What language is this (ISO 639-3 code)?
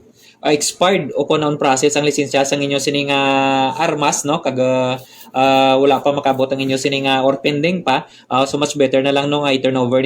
hil